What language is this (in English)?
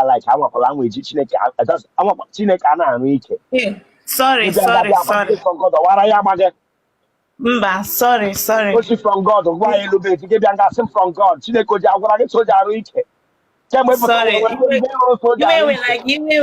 Igbo